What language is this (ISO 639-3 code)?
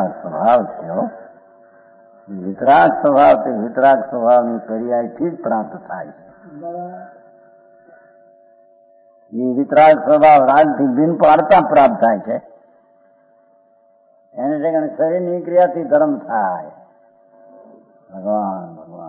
guj